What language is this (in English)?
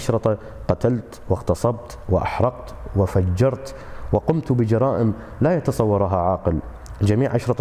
Arabic